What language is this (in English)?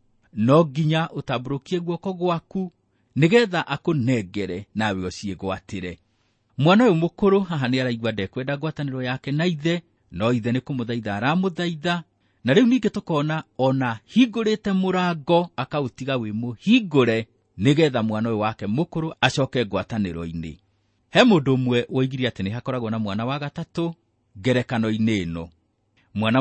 Kikuyu